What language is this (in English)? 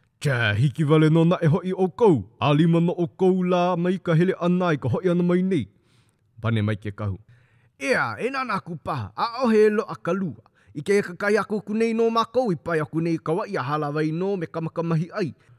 Hawaiian